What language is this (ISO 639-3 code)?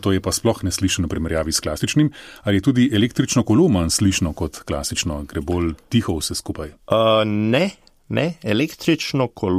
slv